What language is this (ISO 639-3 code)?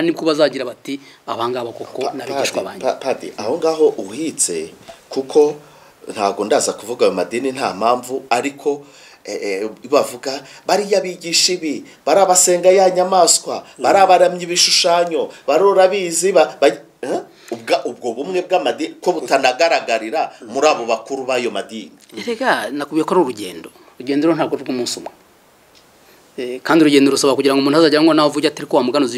kin